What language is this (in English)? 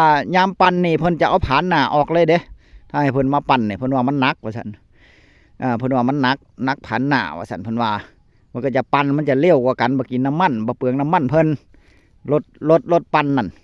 Northeastern Thai